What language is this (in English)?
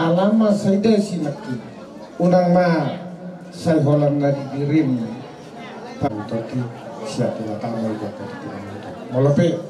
Batak Toba